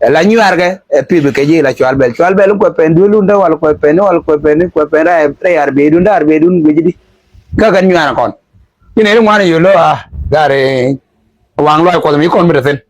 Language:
Nuer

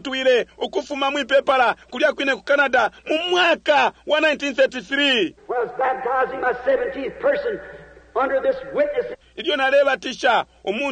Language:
Bemba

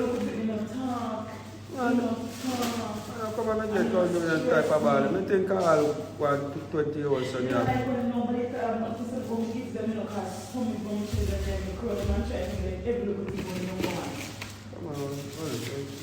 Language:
Jamaican Creole English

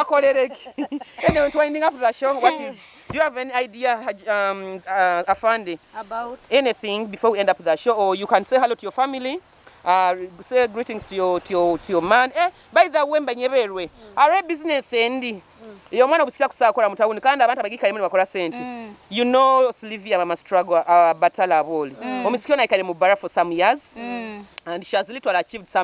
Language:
Nyoro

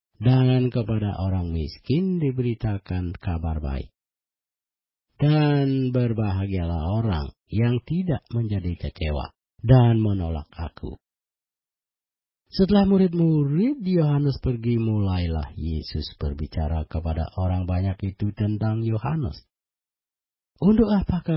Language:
Indonesian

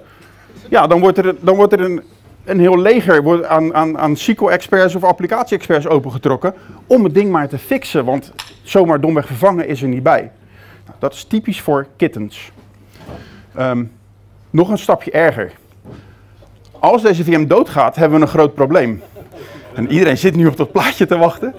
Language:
Dutch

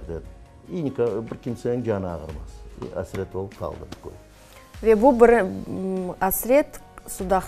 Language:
Crimean Tatar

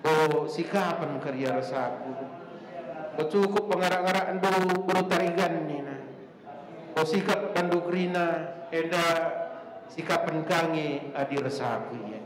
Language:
Batak Karo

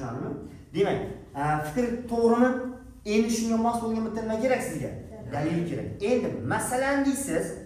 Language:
Uzbek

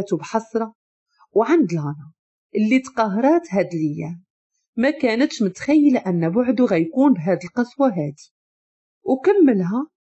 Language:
Moroccan Arabic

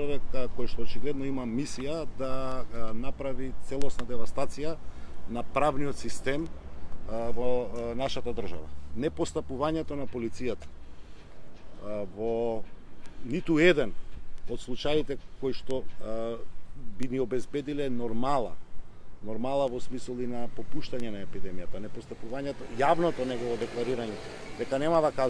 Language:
Macedonian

